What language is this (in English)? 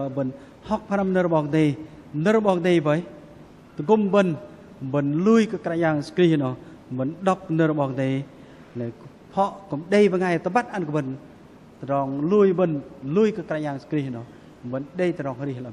Bahnar